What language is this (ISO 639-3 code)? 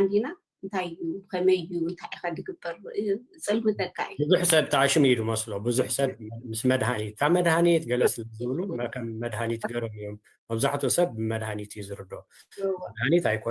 tir